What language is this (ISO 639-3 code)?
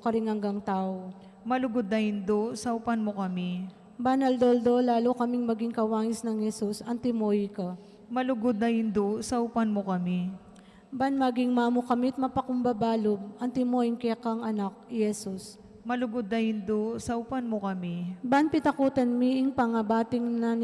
pam